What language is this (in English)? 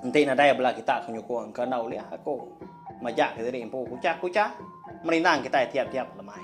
Iban